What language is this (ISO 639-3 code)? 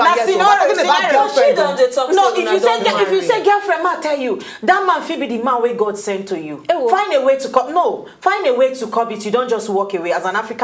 pcm